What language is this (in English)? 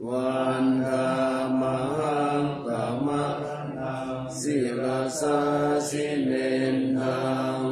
Pali